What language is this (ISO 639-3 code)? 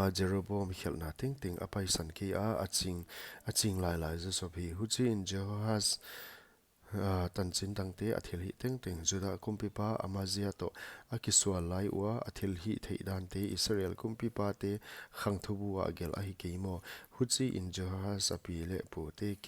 pck